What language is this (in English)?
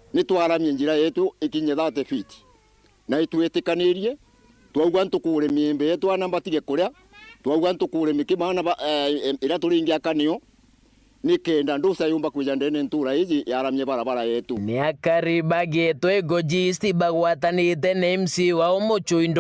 Meru